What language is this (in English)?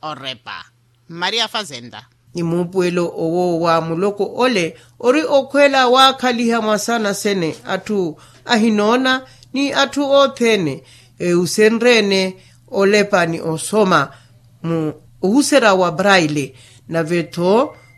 Makhuwa